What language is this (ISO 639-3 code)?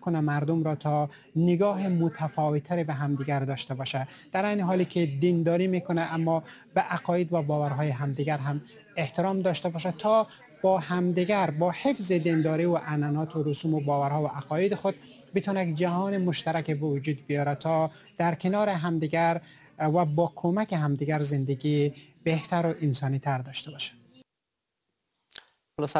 fas